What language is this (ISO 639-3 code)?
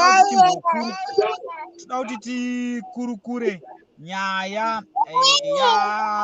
sna